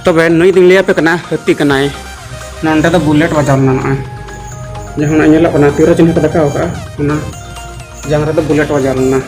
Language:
Santali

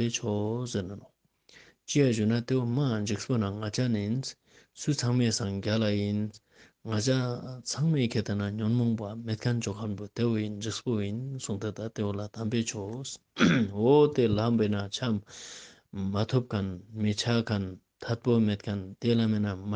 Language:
Ladakhi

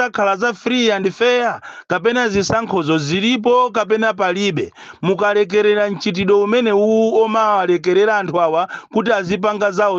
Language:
Nyanja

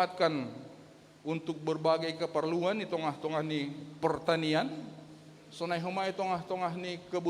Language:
Batak Simalungun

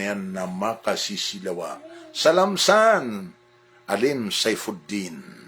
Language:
Maranao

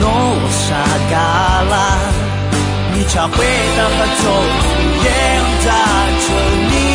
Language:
Akha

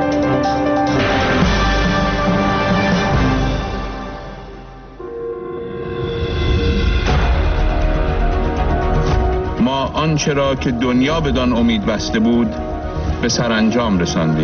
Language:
Persian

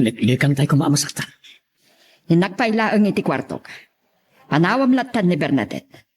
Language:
Iloko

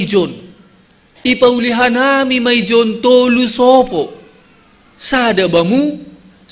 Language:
Batak Simalungun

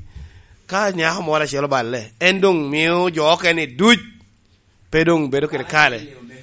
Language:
Lango (Uganda)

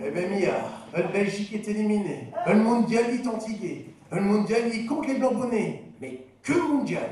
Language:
Picard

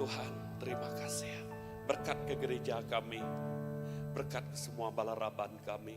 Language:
Iban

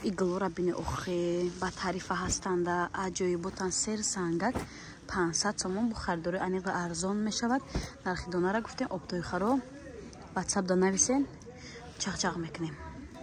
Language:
Tajik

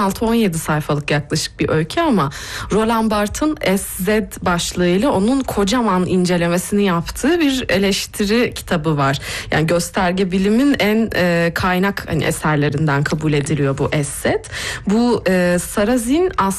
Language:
Turkish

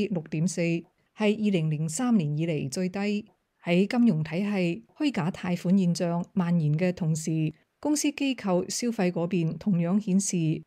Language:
Cantonese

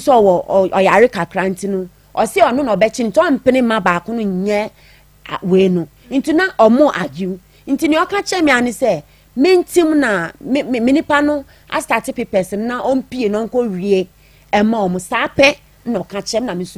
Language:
Akan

